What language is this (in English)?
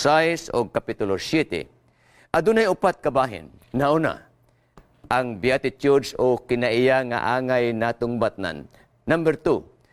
Cebuano